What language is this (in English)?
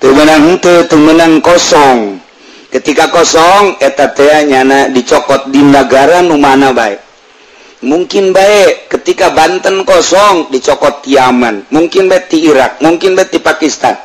Sundanese